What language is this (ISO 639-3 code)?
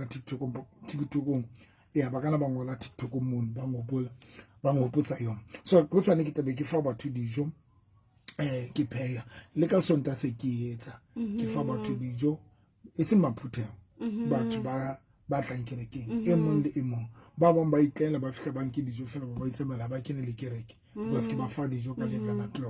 sot